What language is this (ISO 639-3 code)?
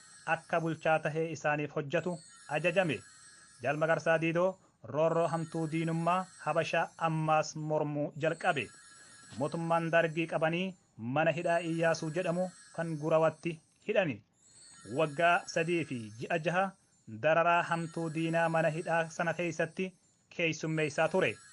orm